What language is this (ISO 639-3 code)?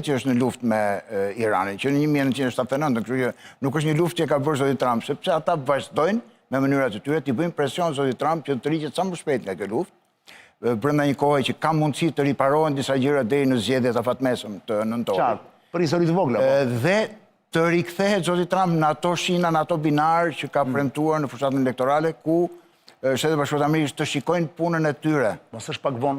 sqi